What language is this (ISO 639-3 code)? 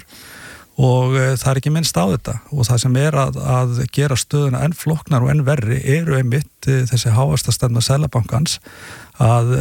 isl